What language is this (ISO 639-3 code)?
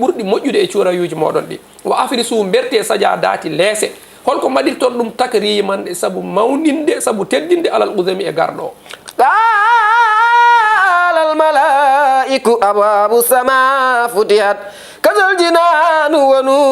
ful